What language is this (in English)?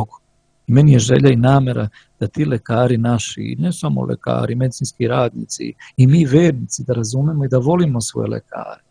Serbian